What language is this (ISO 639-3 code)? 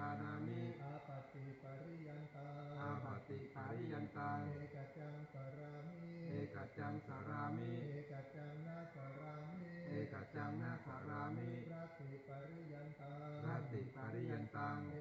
pli